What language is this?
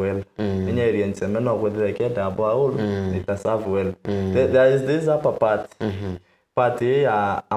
Meru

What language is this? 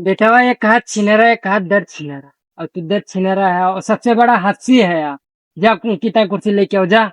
Awadhi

